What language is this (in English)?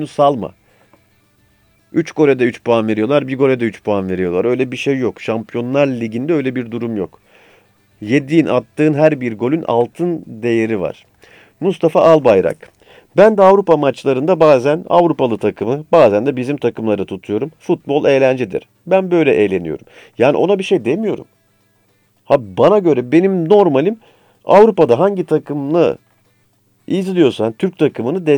Turkish